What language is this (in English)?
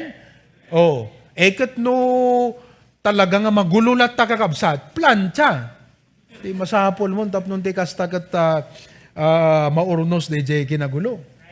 Iloko